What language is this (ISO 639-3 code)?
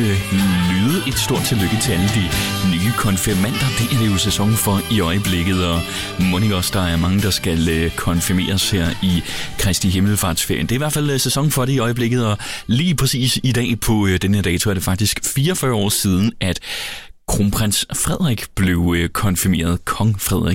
dan